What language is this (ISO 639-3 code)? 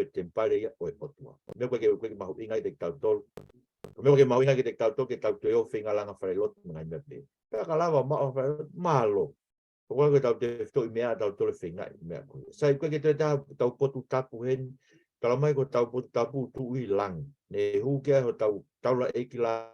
ton